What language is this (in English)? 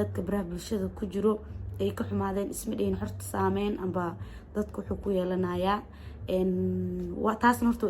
Somali